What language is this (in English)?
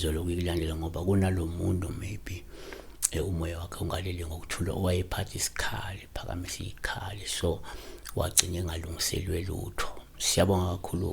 Zulu